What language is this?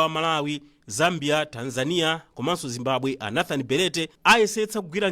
Nyanja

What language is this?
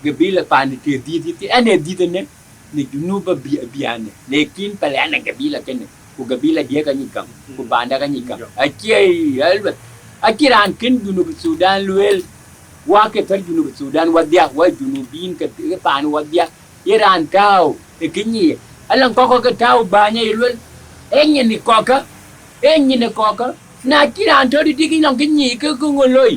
Dinka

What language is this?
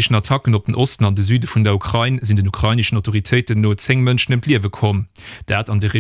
Luxembourgish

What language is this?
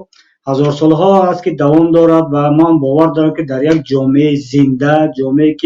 Tajik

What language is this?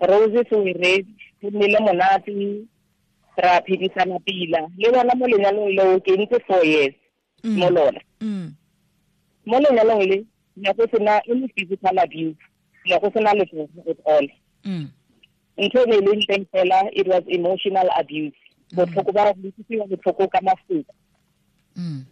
Tswana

